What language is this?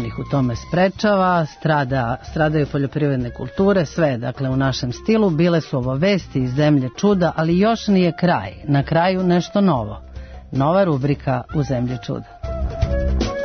Serbian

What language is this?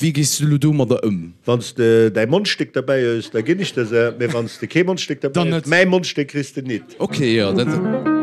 Luxembourgish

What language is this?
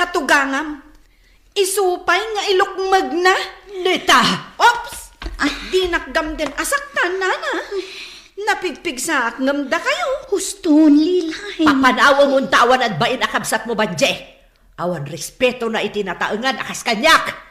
Iloko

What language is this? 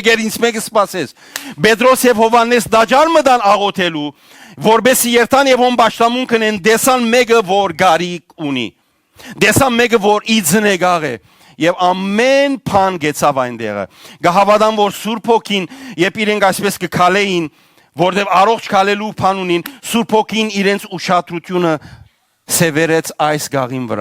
Western Armenian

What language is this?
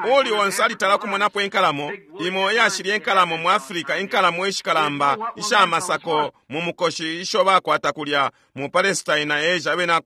Bemba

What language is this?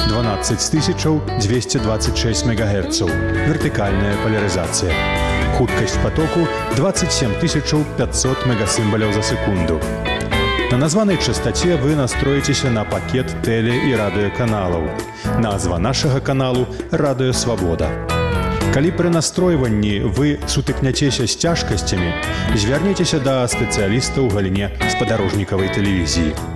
Belarusian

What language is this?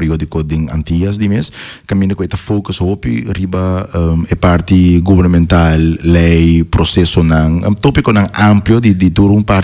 Papiamento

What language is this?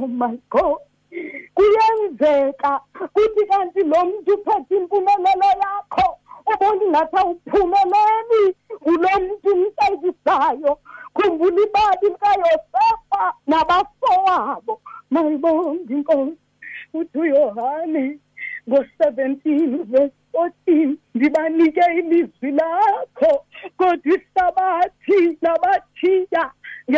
Xhosa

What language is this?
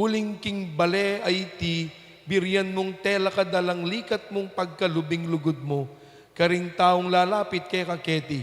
Pampanga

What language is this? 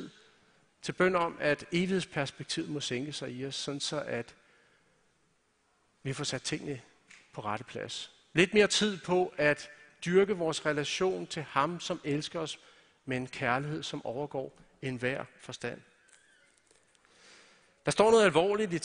Danish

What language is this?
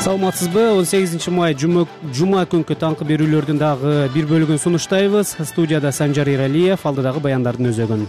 Kyrgyz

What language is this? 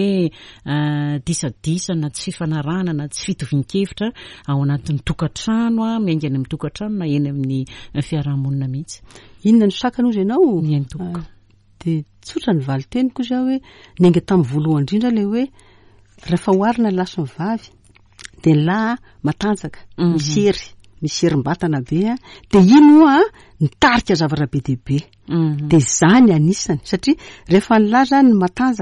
Malagasy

